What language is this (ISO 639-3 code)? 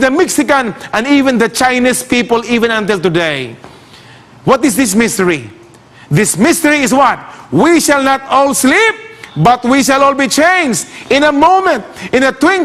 ceb